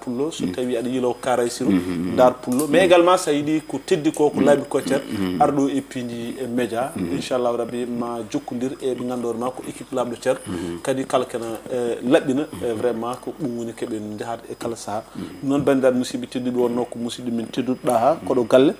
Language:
Fula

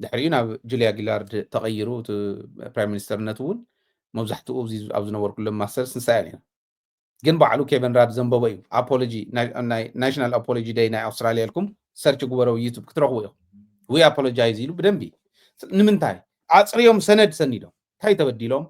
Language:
Tigrinya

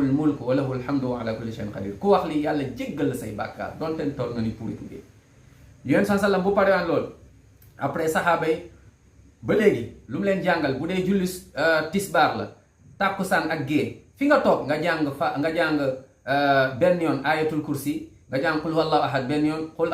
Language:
Wolof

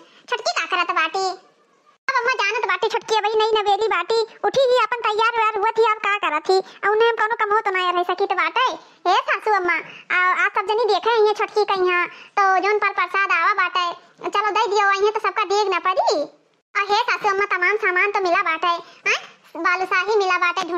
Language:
Awadhi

